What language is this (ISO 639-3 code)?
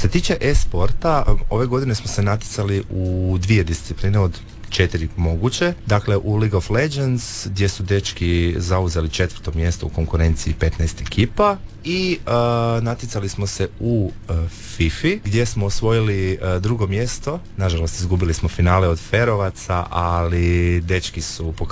hrv